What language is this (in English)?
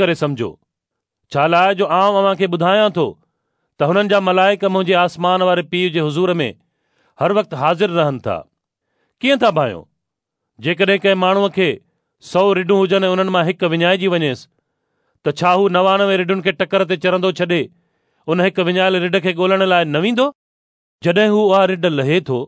Sindhi